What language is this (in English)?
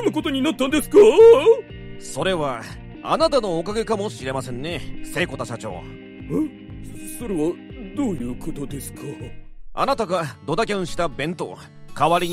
Japanese